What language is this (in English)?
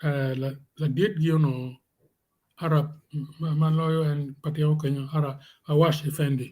Acoli